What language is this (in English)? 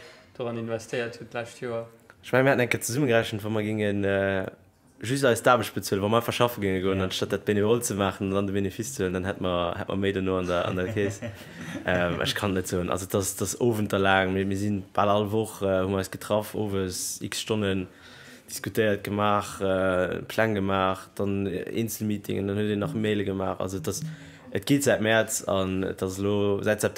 Luxembourgish